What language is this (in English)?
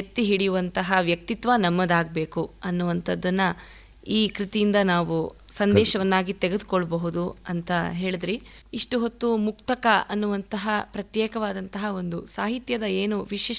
Kannada